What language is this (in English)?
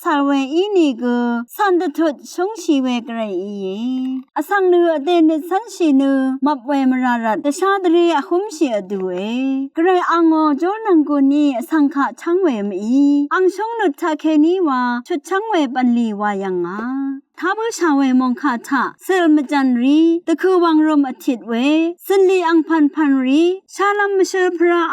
Rawang